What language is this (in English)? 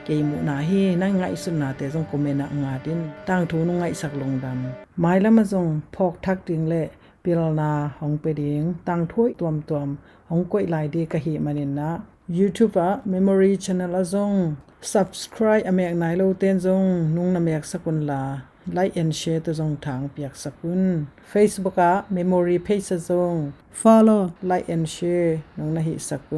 Tedim Chin